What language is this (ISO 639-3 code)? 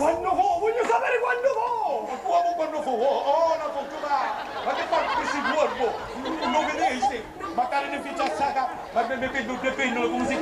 scn